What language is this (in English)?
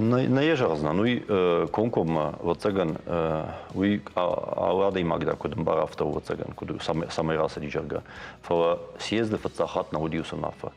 Ossetic